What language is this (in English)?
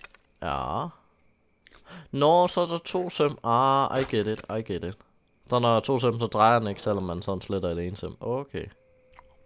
Danish